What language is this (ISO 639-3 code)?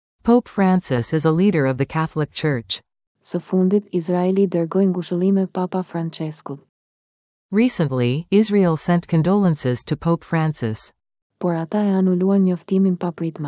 sqi